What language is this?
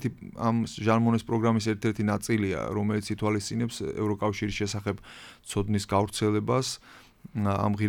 Georgian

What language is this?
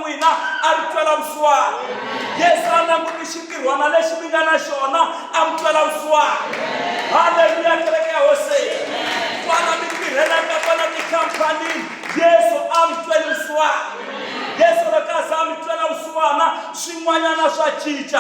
Tsonga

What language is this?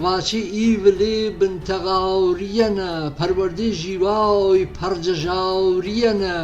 Gurani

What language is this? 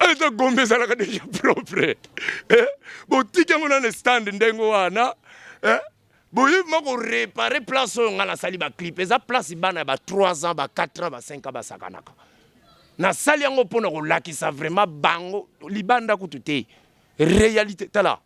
Lingala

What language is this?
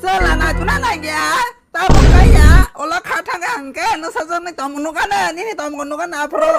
Kok Borok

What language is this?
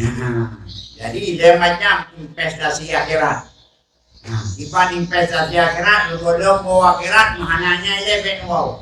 Achinese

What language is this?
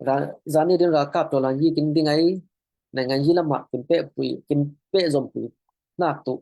Falam Chin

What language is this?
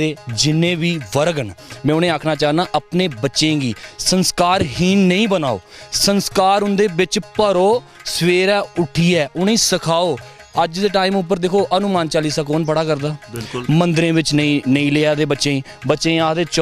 Dogri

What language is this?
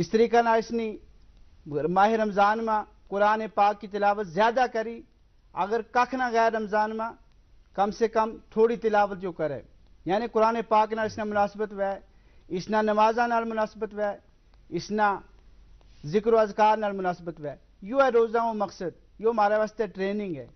Gujari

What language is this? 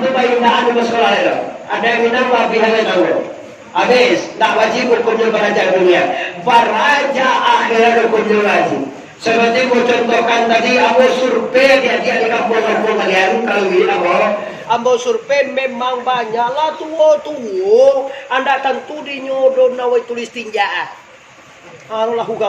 Minangkabau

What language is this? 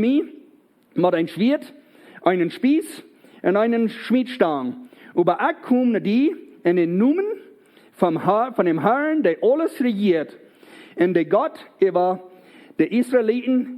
Plautdietsch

